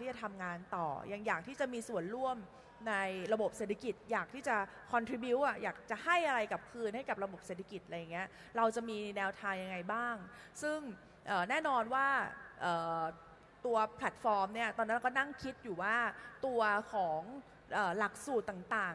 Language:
Thai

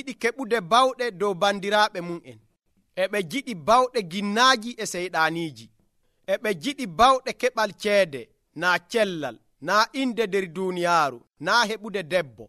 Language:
Nigerian Fulfulde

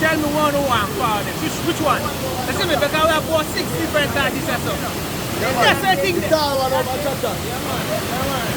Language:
Jamaican Creole English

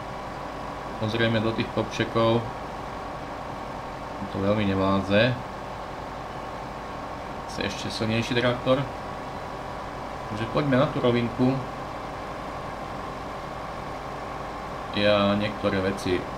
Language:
Slovak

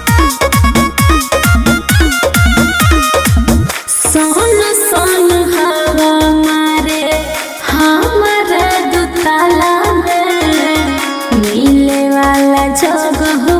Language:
Bhojpuri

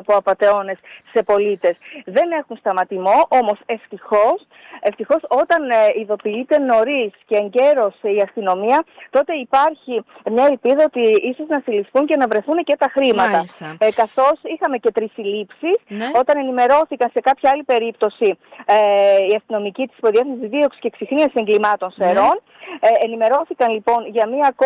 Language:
Greek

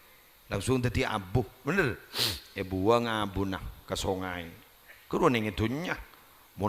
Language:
Madurese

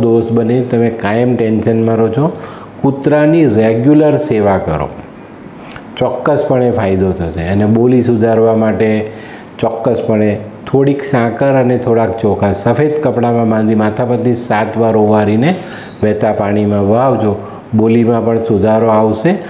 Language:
Gujarati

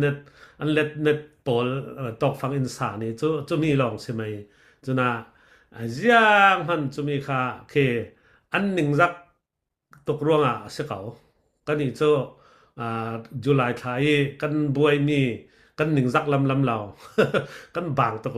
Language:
Falam Chin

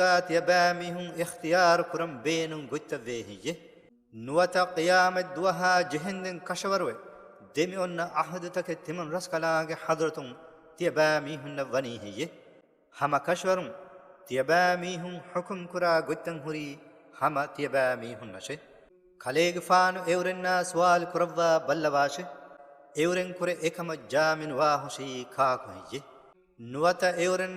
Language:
Divehi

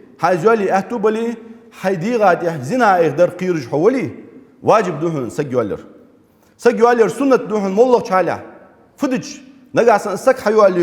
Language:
Ingush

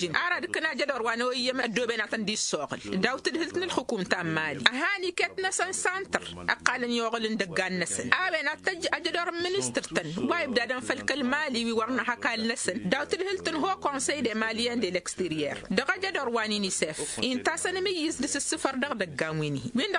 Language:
Tamasheq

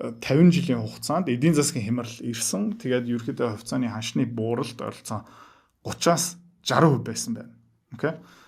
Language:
Mongolian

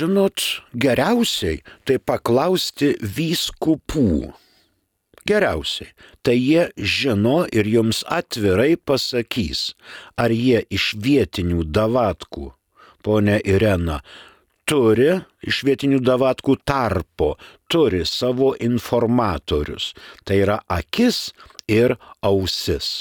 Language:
Lithuanian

